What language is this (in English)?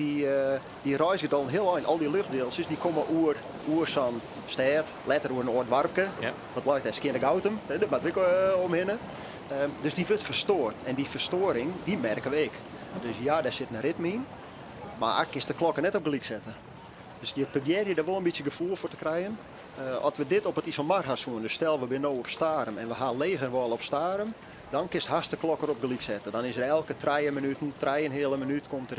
Western Frisian